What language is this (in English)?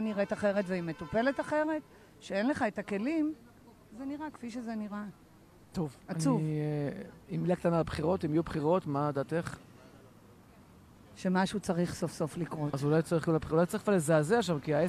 Hebrew